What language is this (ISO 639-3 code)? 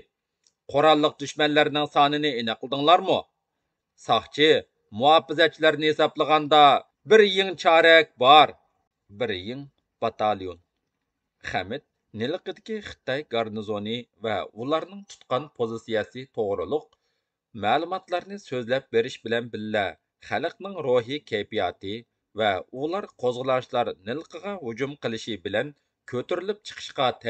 uig